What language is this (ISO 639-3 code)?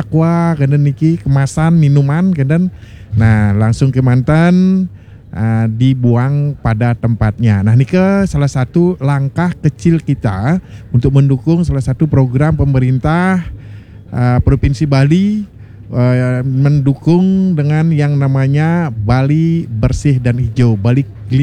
ban